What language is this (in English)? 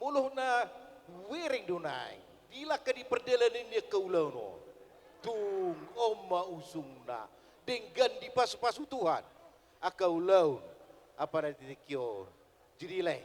Batak Toba